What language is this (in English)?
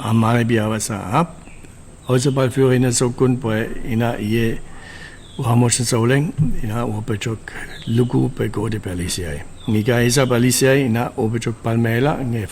Chuukese